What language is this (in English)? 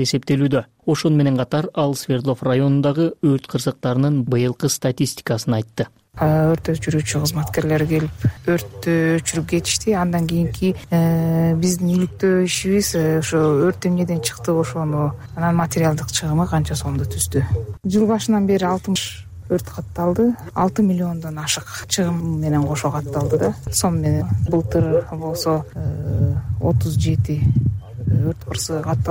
Kyrgyz